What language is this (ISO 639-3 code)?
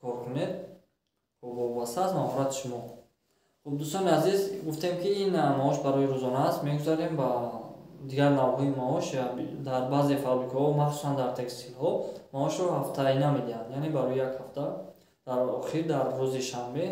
tgk